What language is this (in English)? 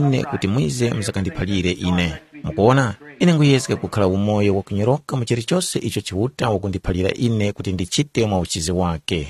Tumbuka